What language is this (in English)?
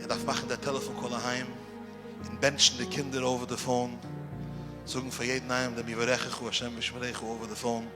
Yiddish